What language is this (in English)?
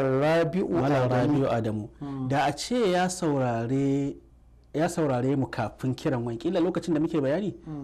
Hausa